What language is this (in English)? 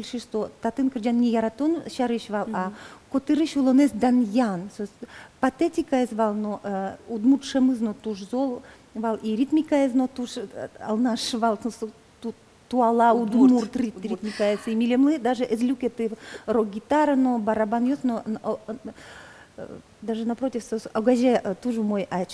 Udmurt